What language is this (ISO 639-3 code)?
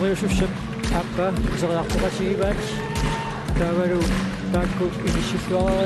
kal